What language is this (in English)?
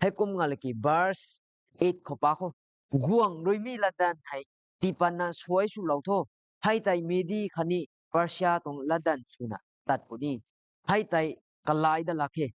Rongmei Naga